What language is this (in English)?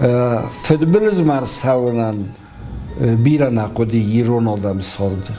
Ossetic